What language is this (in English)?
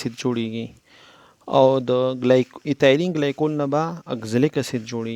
Pashto